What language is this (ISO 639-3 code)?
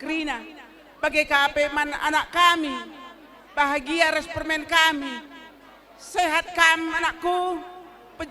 btx